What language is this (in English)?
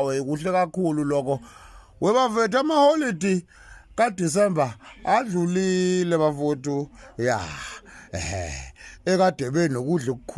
Zulu